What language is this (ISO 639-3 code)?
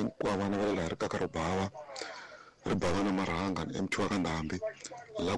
tso